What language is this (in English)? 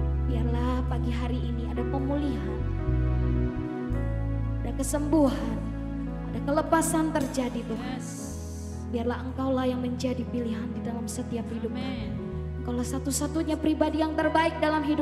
Indonesian